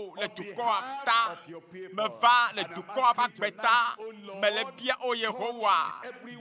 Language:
Ewe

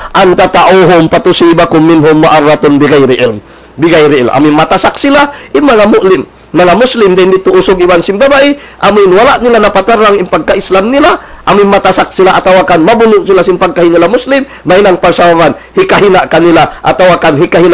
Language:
Tausug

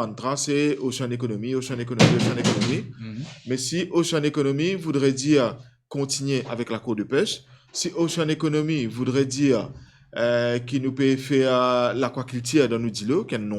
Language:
Morisyen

